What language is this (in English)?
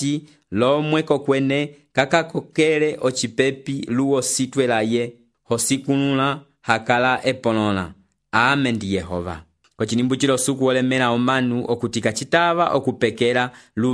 Umbundu